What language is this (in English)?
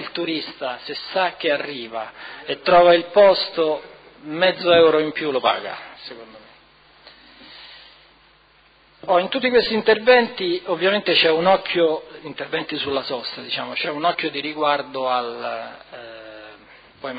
Italian